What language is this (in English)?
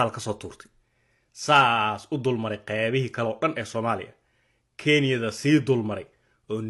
Somali